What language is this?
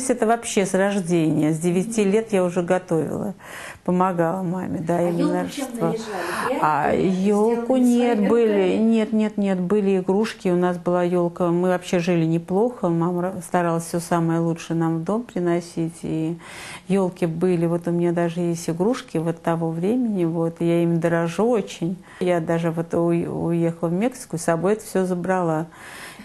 Russian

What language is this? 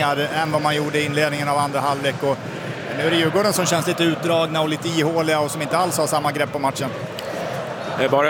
Swedish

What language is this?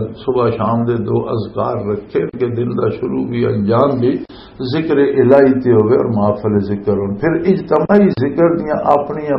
Western Panjabi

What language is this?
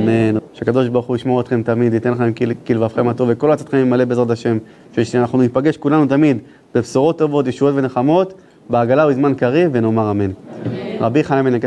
Hebrew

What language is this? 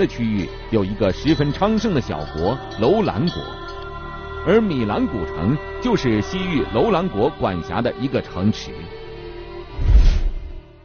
Chinese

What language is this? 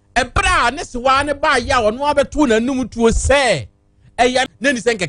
Akan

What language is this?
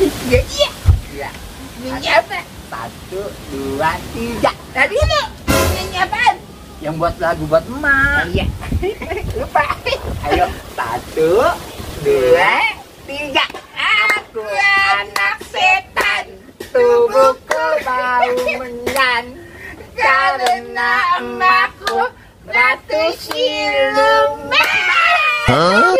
Betawi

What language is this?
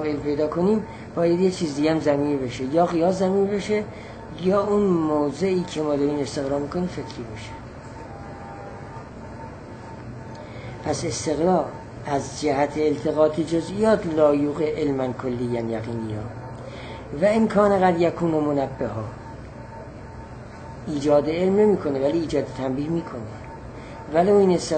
Persian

